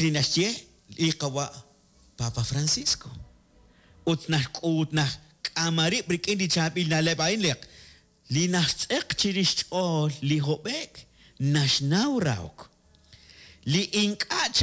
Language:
Kekchí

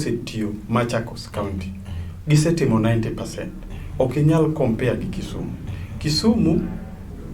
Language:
Luo (Kenya and Tanzania)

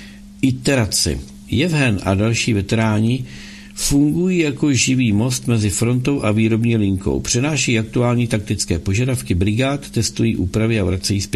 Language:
Czech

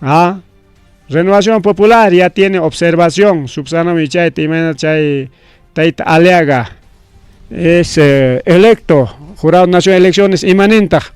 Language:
Ayacucho Quechua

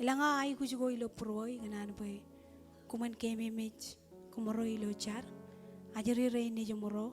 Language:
Marshallese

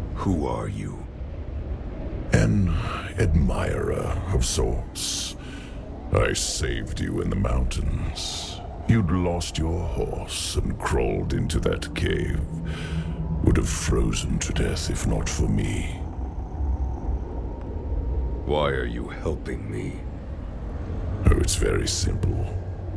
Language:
English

